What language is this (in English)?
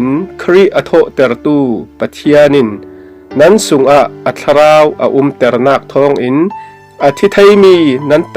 Falam Chin